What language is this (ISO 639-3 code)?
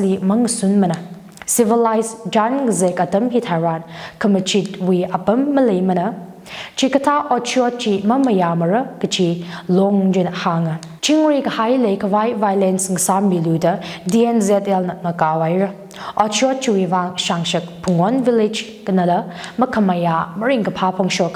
nmf